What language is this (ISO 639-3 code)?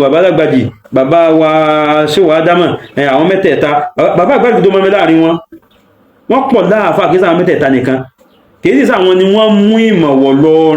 yor